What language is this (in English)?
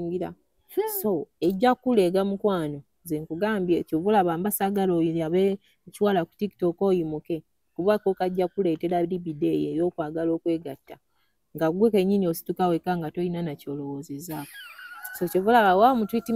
Ganda